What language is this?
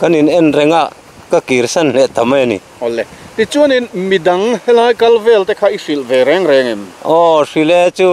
Mizo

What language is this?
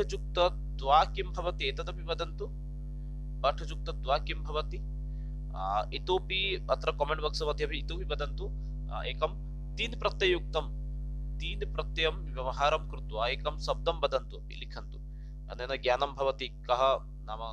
Sanskrit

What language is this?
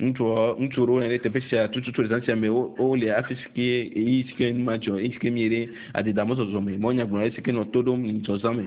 Ewe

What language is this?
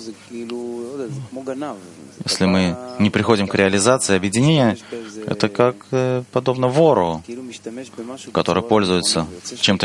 Russian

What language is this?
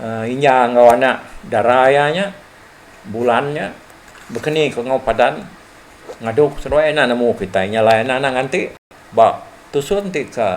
Iban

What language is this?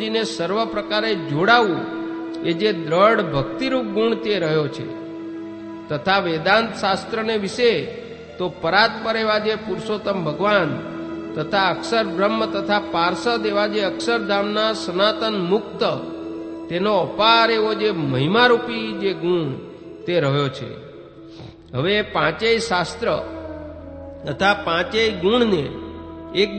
Gujarati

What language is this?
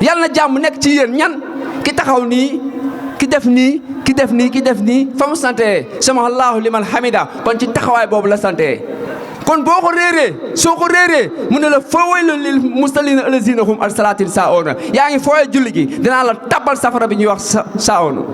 Wolof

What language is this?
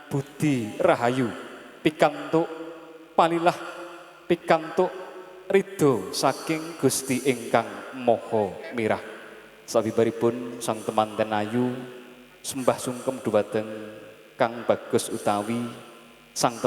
Javanese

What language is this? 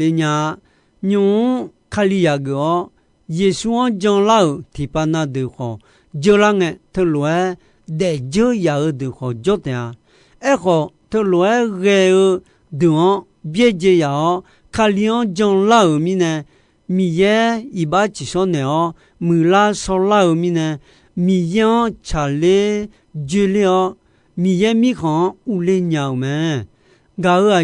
Akha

